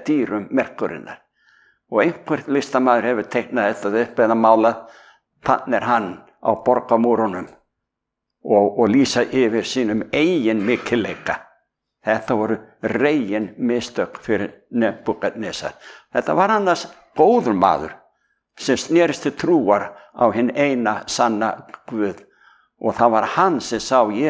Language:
Icelandic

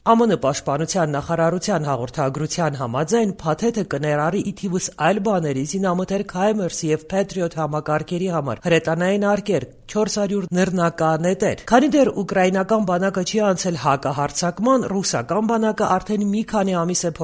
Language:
Armenian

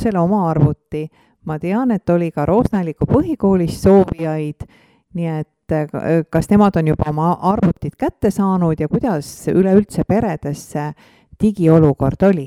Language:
Estonian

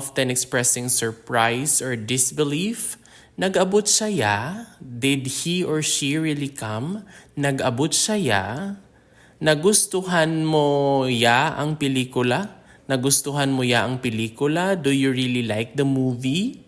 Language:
Hiligaynon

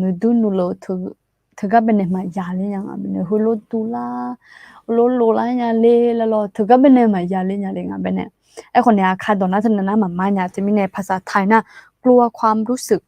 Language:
Akha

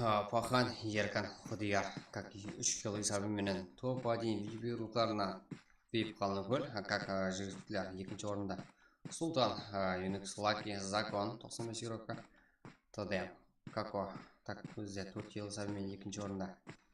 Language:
Kara-Kalpak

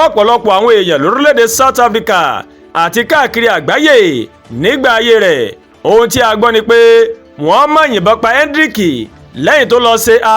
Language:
Yoruba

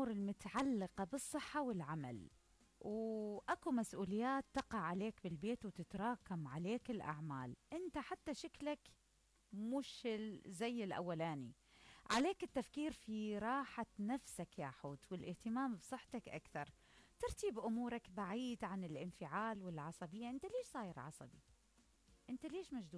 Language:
Mesopotamian Arabic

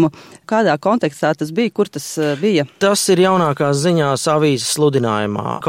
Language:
Latvian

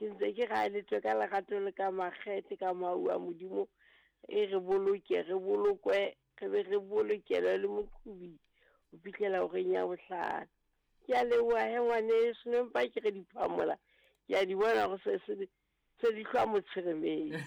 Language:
Southern Sotho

